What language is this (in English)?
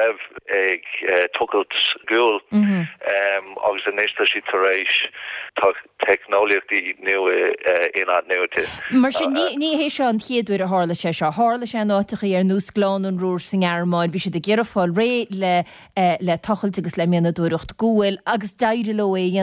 Irish